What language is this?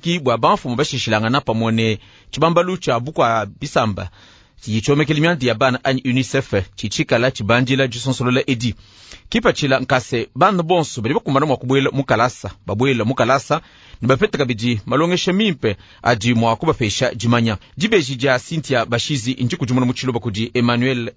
Luba-Lulua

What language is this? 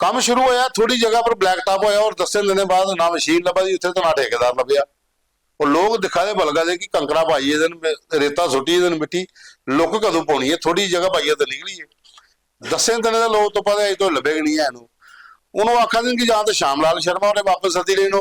Dogri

